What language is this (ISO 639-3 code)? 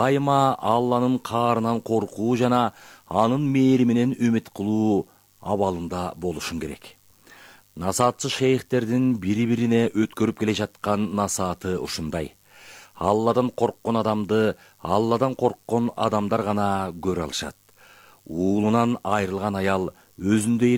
kir